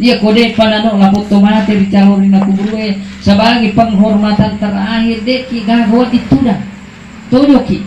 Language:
Buginese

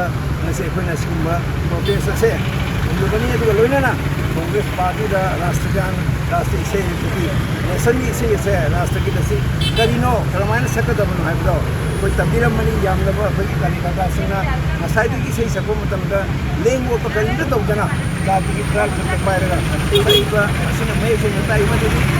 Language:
Manipuri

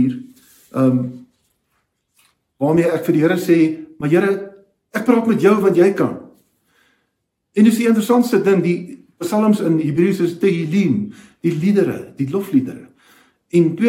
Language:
Afrikaans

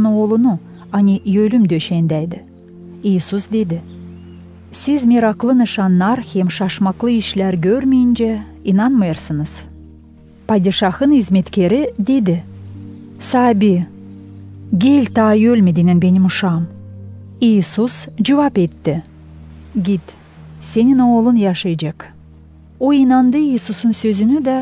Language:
Gagauz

